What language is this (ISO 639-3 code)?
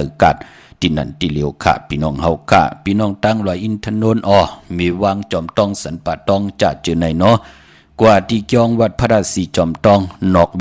shn